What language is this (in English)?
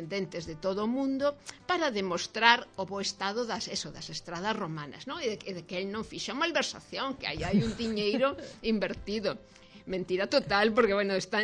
Galician